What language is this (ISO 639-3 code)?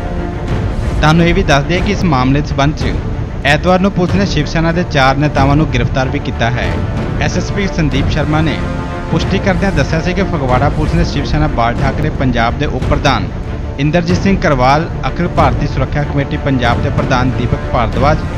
pan